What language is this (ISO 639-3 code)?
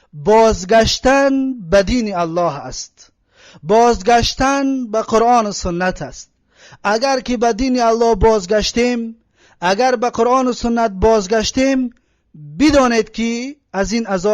tgk